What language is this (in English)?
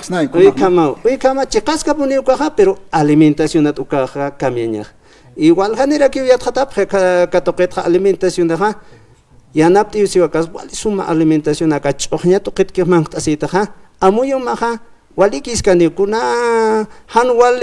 Aymara